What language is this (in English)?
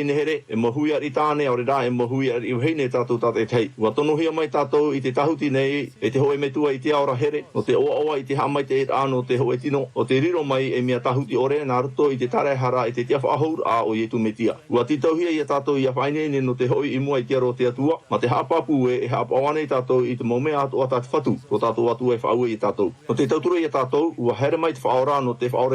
Tahitian